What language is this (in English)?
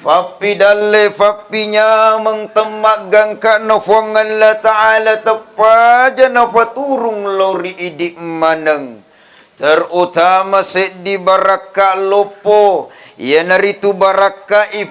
Buginese